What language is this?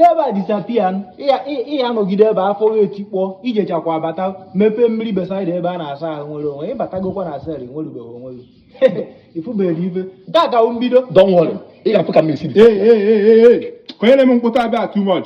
Igbo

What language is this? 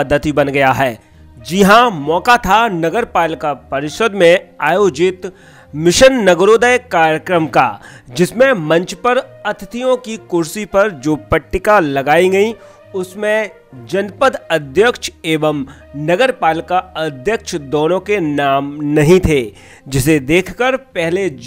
Hindi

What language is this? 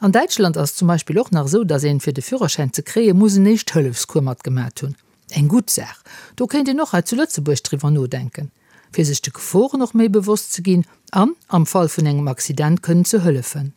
Luxembourgish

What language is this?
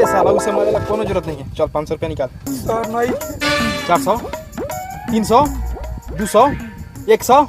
Magahi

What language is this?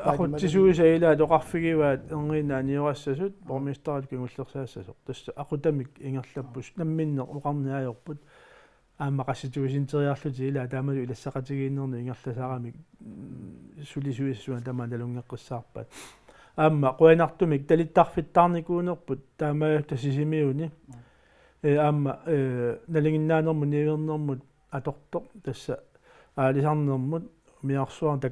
Kalaallisut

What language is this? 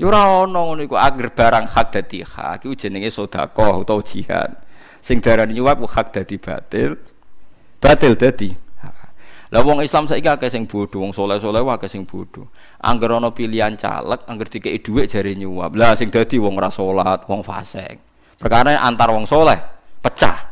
Javanese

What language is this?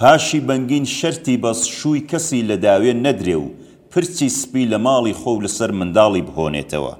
Central Kurdish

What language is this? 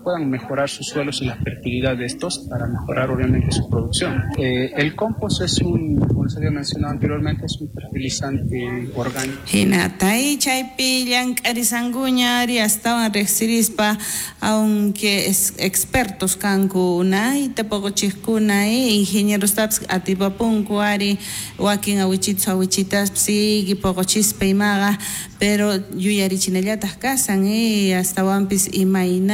South Bolivian Quechua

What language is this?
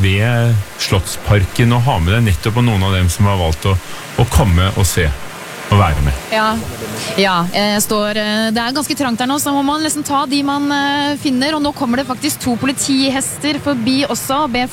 Norwegian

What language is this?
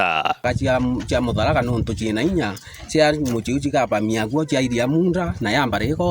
Meru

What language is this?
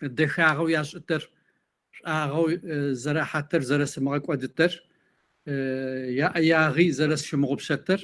Kabardian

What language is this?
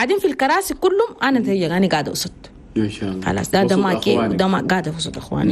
Chadian Arabic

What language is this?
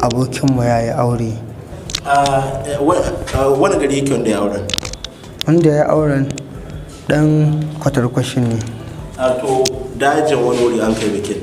Hausa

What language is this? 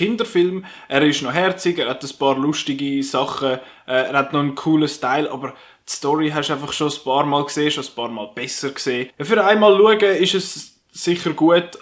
Swiss German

